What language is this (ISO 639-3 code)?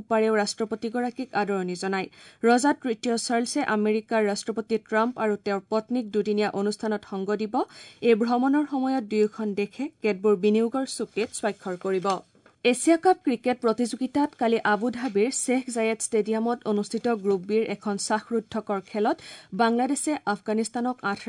asm